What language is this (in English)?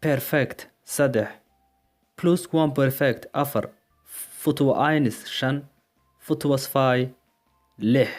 Somali